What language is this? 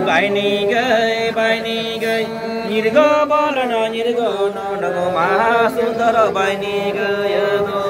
Santali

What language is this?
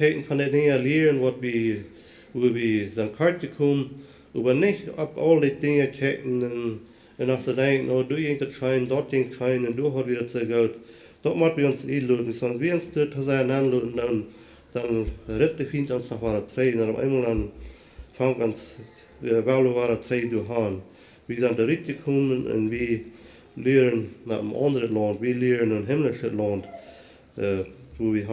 Plautdietsch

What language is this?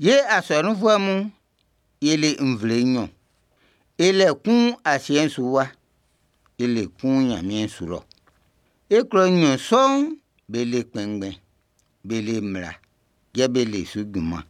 Baoulé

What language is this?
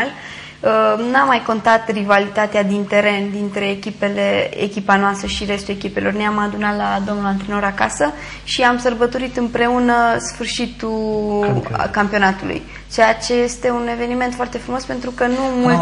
Romanian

